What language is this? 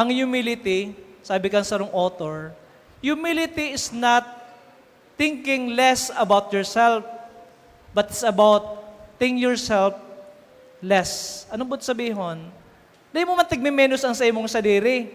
Bikol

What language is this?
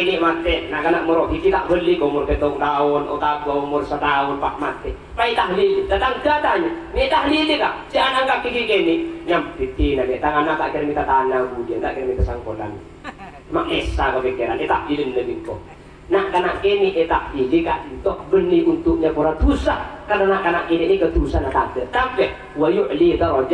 Madurese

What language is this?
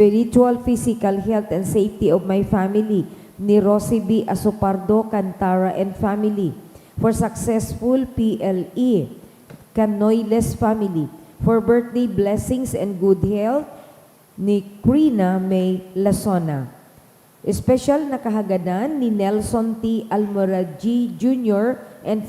Bikol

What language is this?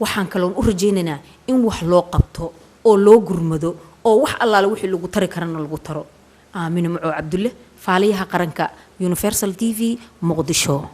Somali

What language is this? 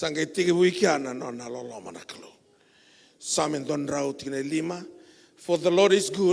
Fijian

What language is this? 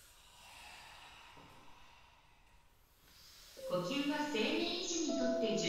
Japanese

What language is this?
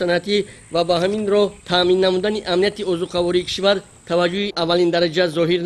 Tajik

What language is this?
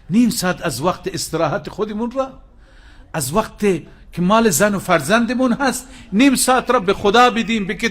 Persian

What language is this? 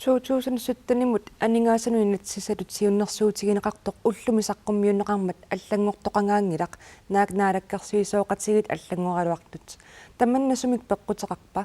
Kalaallisut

